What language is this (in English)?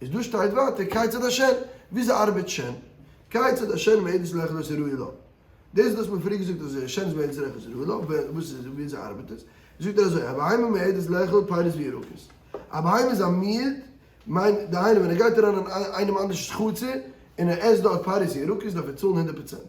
Yiddish